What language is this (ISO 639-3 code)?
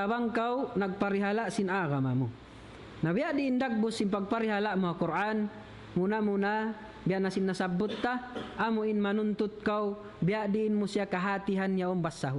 tsg